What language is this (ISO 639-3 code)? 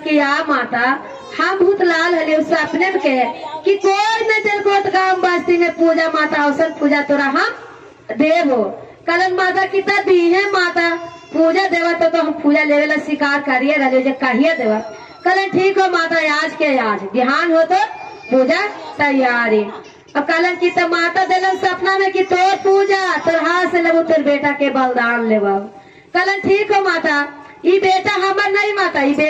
mag